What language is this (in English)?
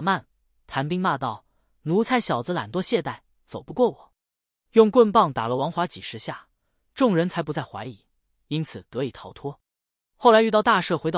Chinese